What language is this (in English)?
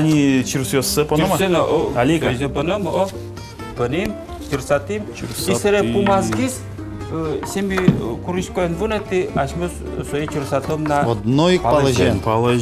Udmurt